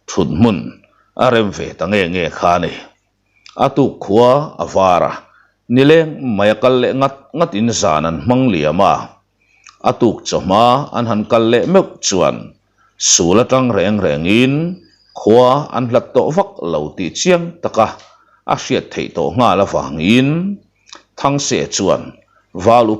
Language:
Mizo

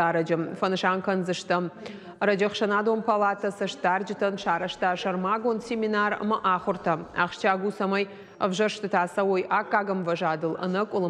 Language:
Ossetic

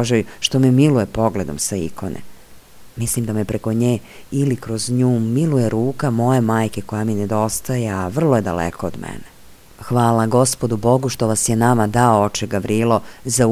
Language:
Serbian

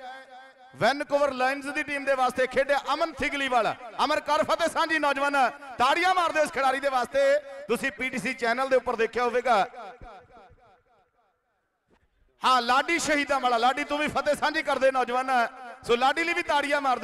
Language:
Punjabi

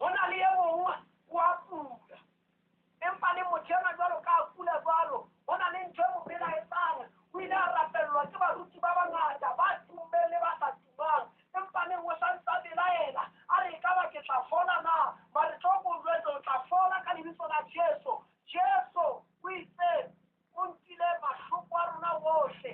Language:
Southern Sotho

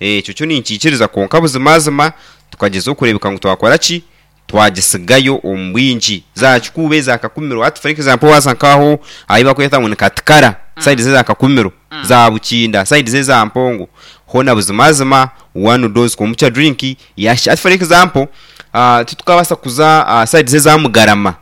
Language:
Nyankole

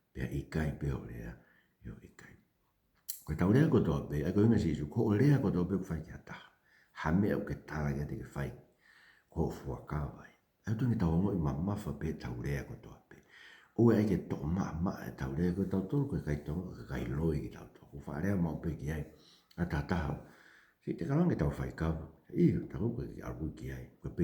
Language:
Tongan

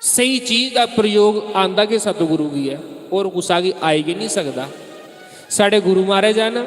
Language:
Dogri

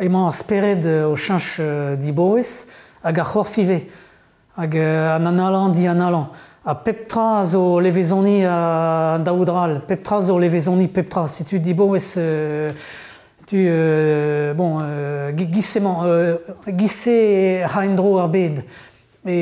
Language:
Breton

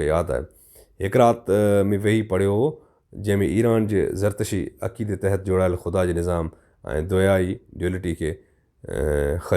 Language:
Sindhi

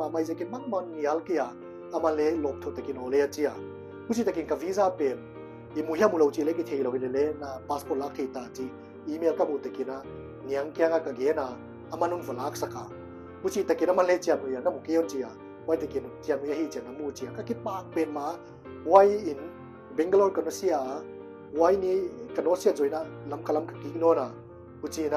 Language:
Paite Chin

